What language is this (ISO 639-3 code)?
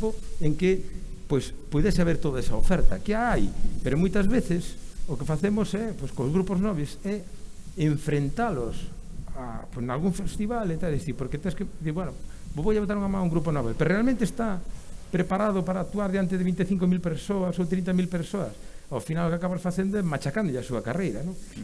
glg